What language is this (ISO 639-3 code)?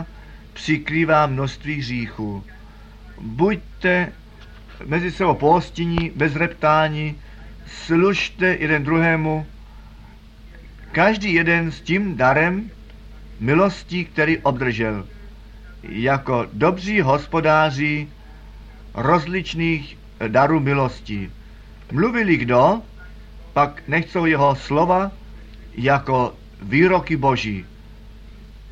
ces